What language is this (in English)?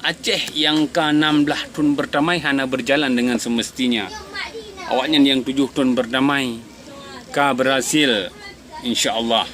Achinese